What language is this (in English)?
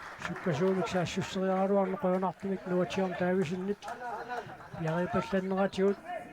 Kalaallisut